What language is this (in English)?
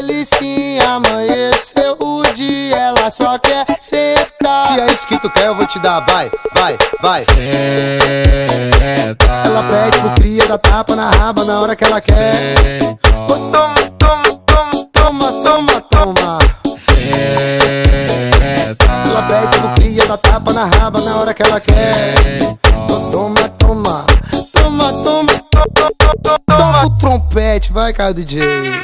Portuguese